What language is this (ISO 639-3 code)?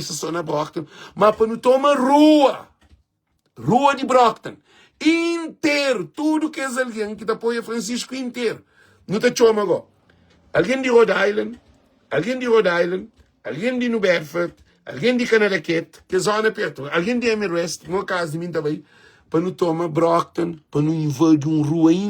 kea